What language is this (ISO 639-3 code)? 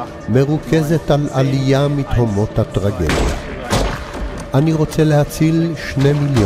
heb